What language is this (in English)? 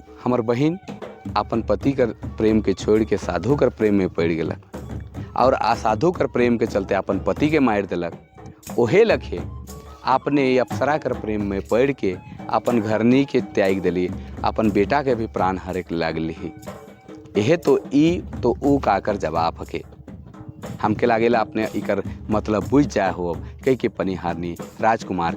Sadri